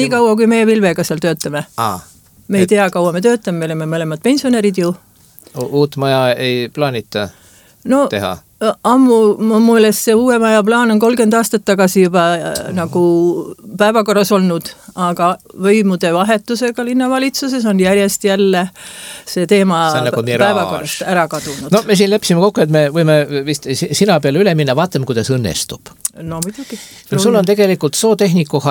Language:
Estonian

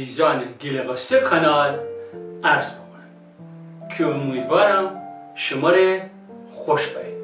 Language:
Gilaki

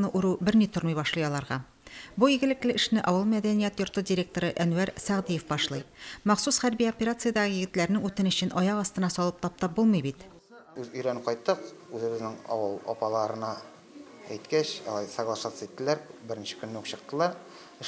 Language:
Tatar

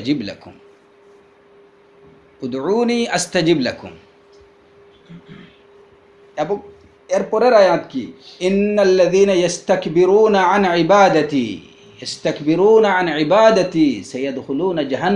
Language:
Bangla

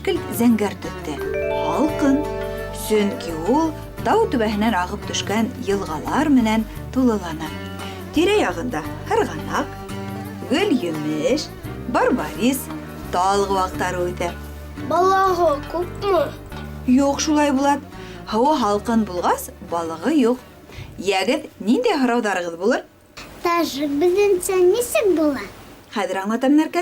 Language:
Bashkir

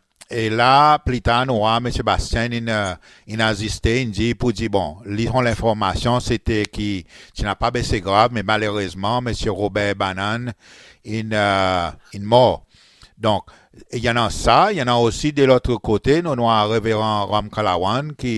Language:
Seselwa Creole French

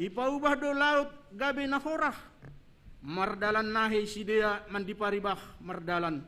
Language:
Batak Simalungun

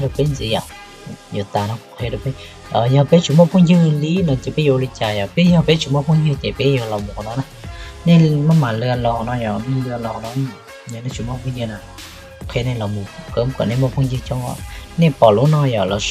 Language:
Hmong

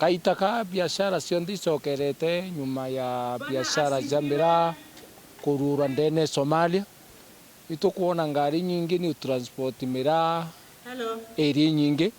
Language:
Meru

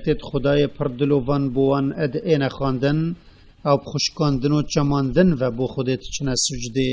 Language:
Kurdish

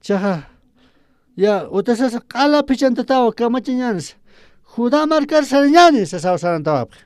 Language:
Aymara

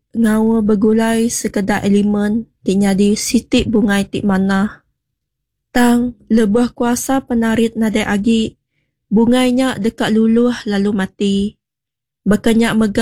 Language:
Iban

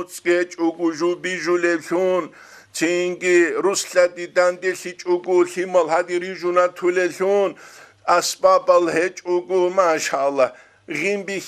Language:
Avaric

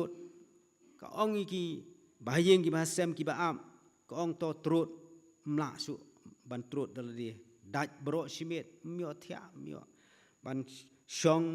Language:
Khasi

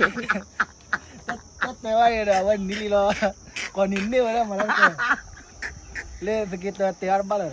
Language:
S'gaw Karen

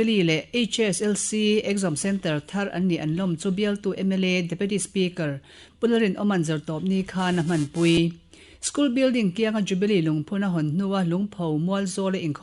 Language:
Mizo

